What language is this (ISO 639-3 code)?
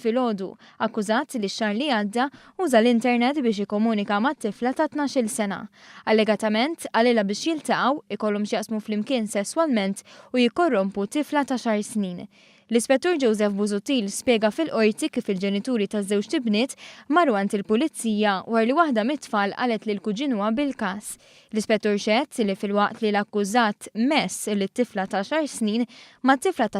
mlt